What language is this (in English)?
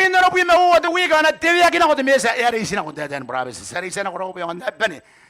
Gilbertese